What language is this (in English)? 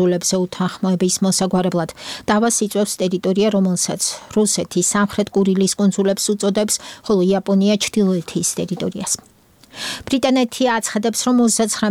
Georgian